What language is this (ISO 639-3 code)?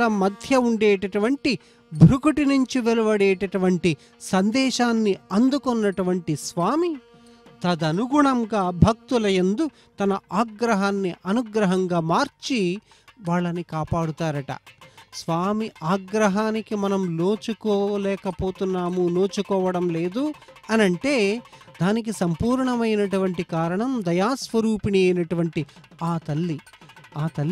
tel